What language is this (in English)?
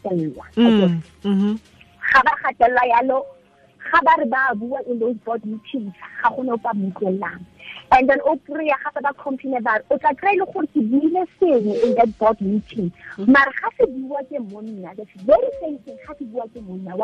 Tswana